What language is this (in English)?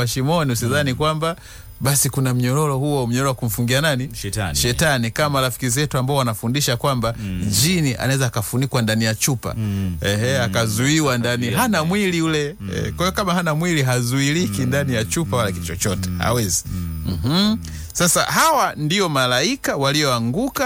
Swahili